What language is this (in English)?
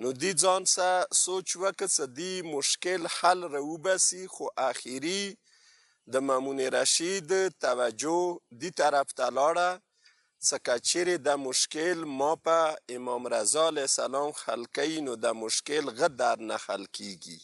Pashto